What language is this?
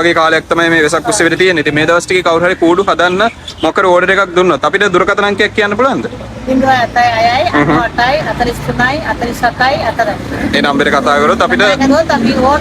Sinhala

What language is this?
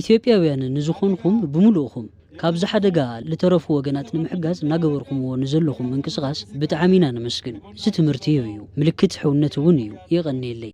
Tigrinya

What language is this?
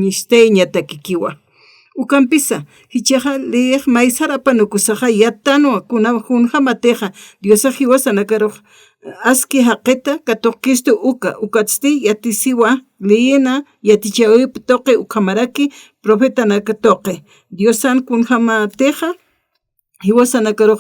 Aymara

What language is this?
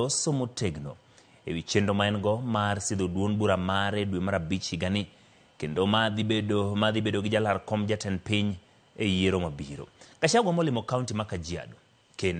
Luo (Kenya and Tanzania)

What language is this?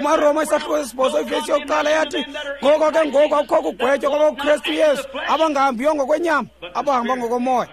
Xhosa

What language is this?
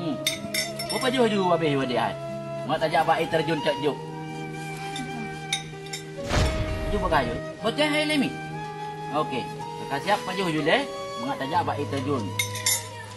Achinese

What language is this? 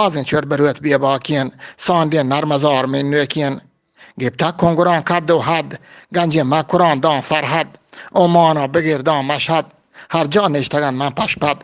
Eastern Balochi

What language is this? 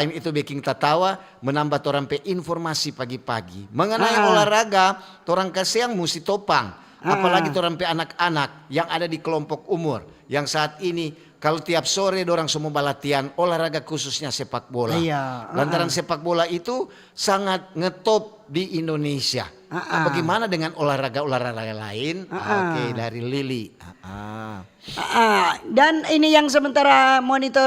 Manado Malay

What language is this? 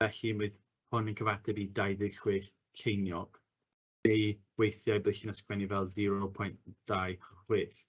Welsh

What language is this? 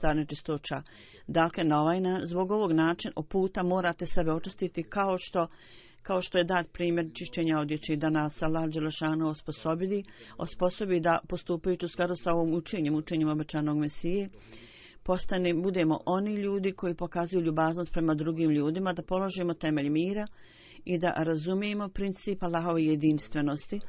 Bosnian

